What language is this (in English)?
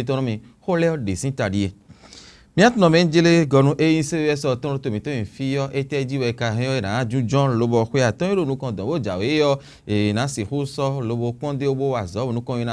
Fon